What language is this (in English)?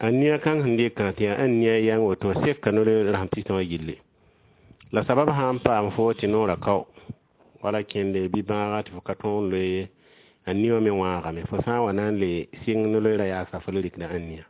Mossi